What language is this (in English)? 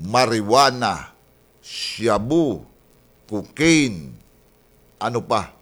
Waray